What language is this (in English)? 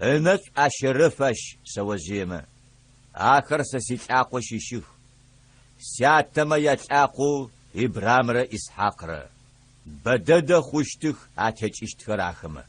Adyghe